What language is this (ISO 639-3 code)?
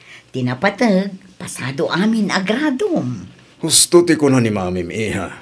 ilo